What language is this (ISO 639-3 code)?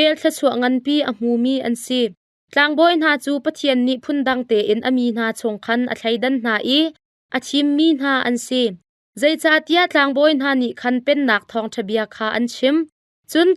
cnh